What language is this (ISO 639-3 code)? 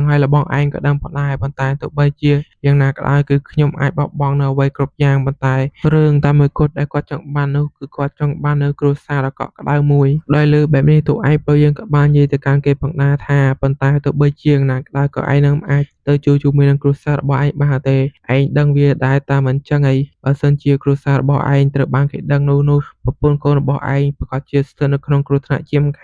khm